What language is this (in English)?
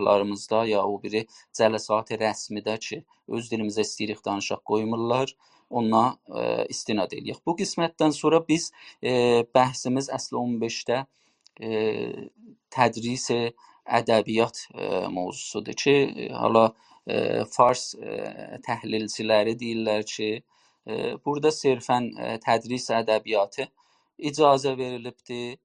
South Azerbaijani